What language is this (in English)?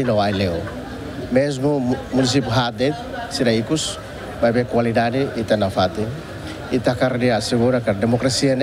Tetum